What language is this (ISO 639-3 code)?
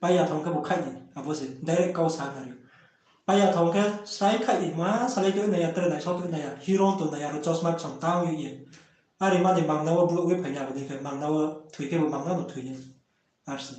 ria